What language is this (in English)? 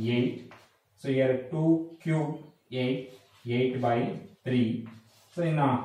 Kannada